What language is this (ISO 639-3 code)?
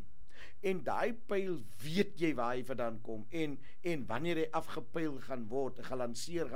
afr